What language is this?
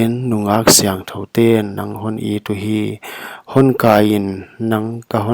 Paite Chin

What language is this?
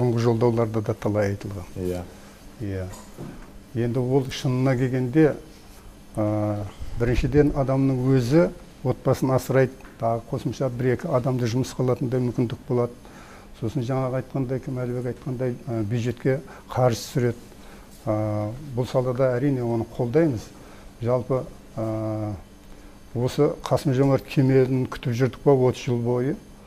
Kazakh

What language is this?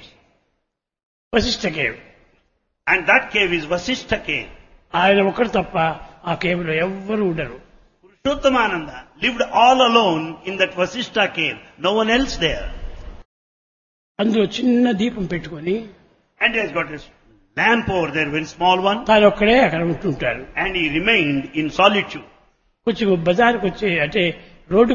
Telugu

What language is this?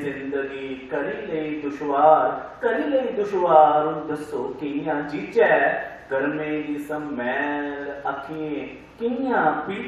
Dogri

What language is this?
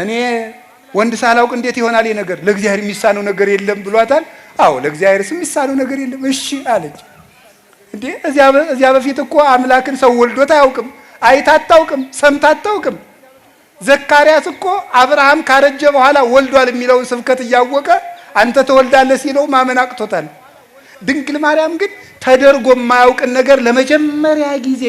Amharic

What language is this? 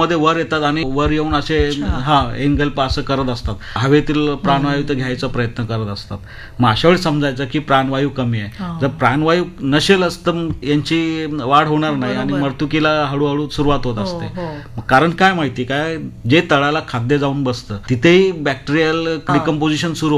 Marathi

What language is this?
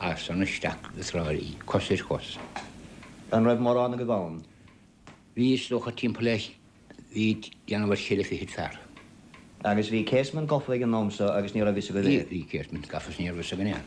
Irish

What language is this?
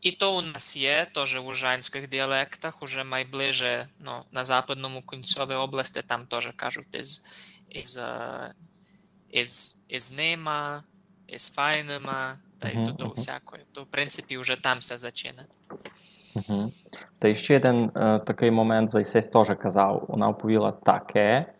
Rusyn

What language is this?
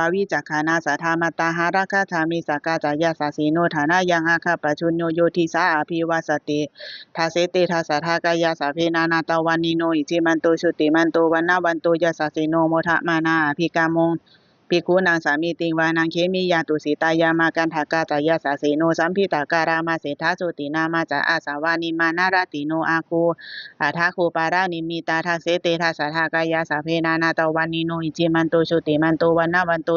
Pali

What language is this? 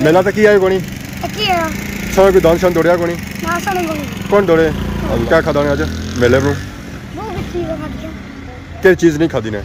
Pahari-Potwari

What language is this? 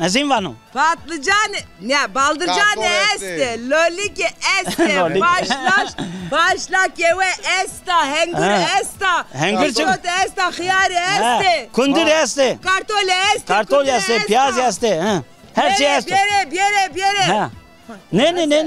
Zaza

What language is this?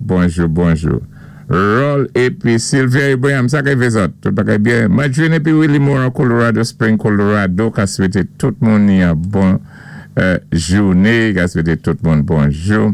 Saint Lucian Creole French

